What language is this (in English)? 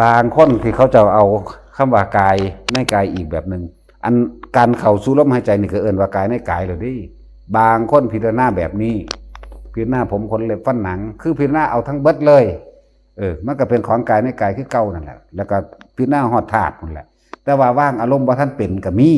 Northeastern Thai